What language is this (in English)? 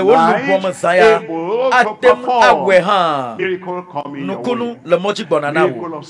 Ewe